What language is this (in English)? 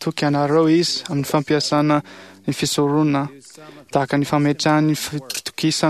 Malagasy